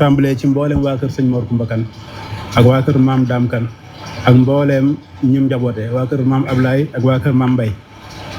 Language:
Wolof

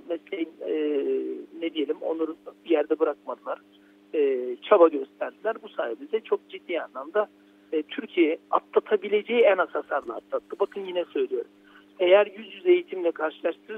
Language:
Turkish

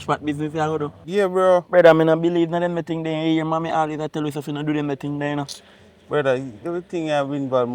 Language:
Jamaican Creole English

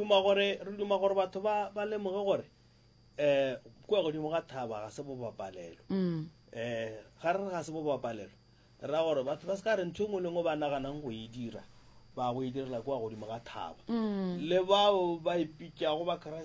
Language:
Northern Sotho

